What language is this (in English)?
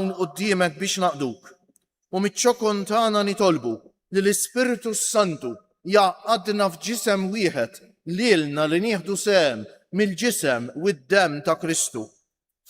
Maltese